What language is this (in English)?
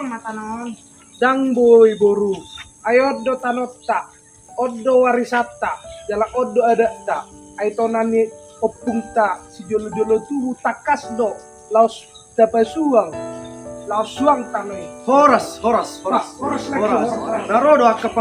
Batak Toba